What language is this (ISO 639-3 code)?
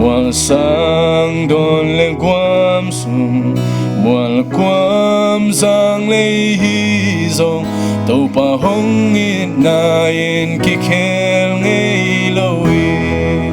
ctd